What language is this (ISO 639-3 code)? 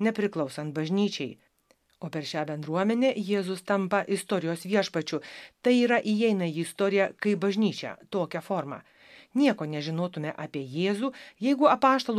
lit